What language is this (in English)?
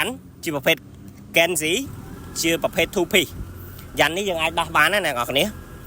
Khmer